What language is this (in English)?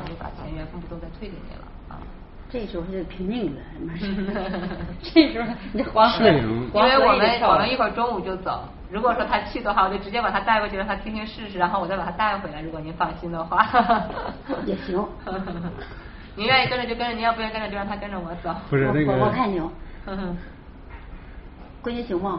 Chinese